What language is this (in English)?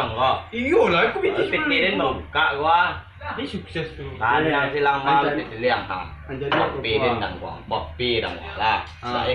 Minangkabau